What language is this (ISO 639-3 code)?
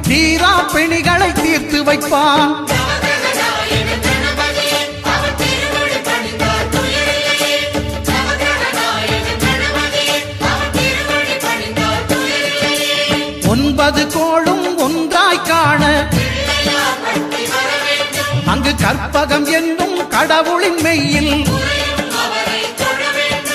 tam